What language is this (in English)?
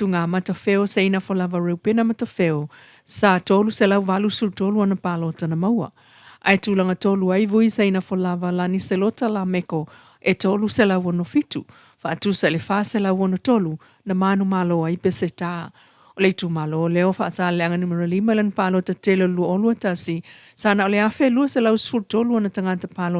Samoan